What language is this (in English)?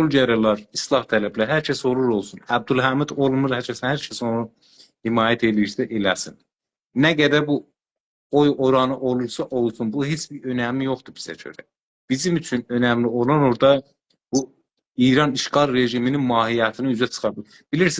South Azerbaijani